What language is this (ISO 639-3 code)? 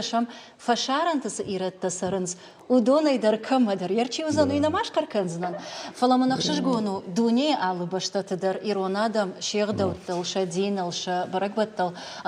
oss